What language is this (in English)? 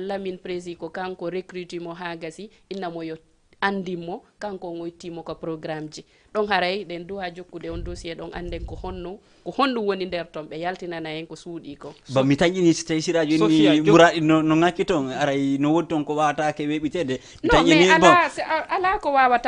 Fula